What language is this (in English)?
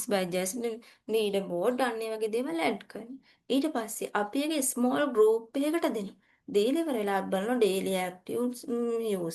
Sinhala